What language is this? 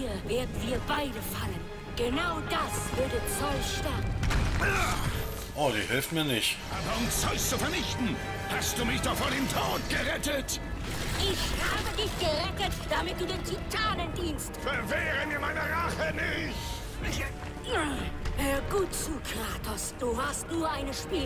German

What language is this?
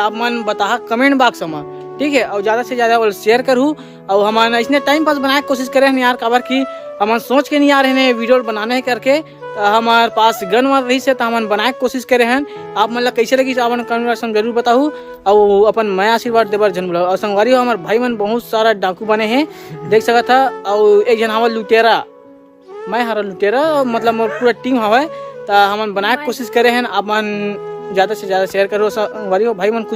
Chhattisgarhi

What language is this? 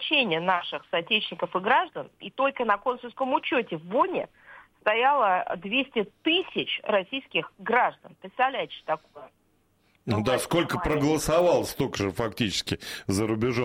Russian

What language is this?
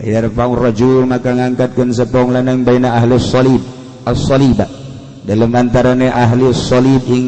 Sundanese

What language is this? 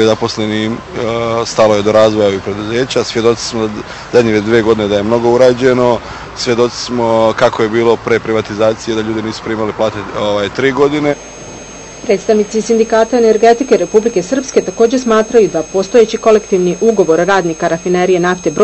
Bosnian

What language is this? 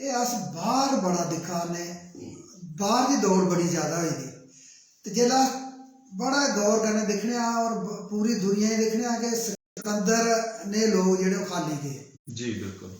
Dogri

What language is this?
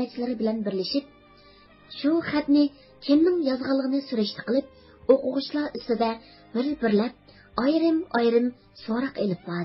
Uyghur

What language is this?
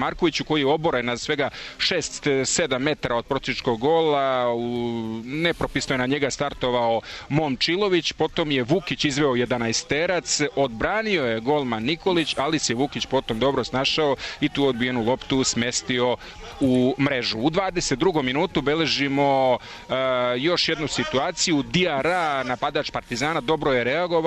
Serbian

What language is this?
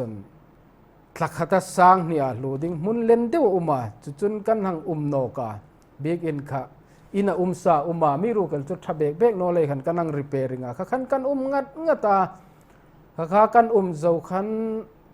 Hmar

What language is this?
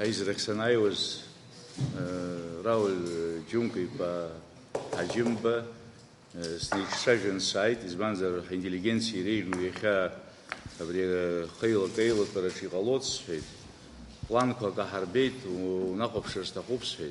Abkhazian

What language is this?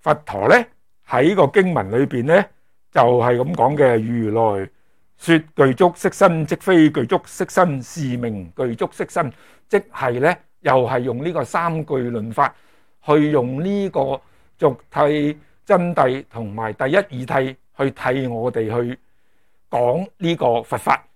Cantonese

